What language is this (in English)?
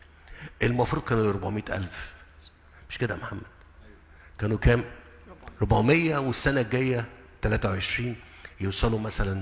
Egyptian Arabic